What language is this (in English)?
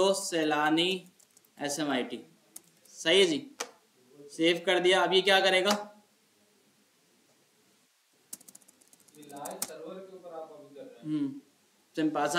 Hindi